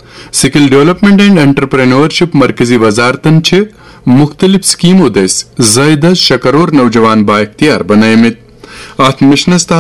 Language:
Kashmiri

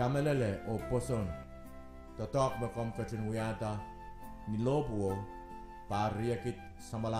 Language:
Pohnpeian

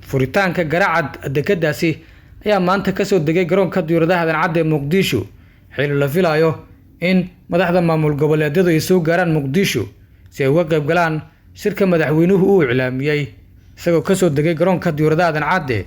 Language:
Somali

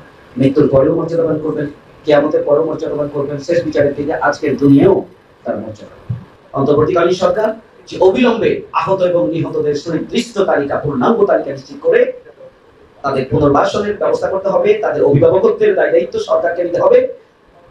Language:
Bangla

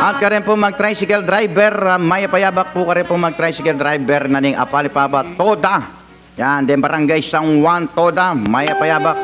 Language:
Pampanga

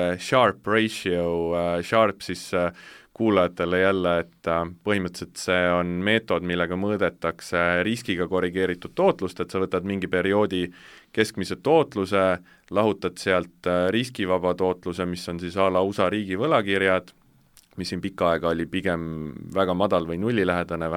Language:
Estonian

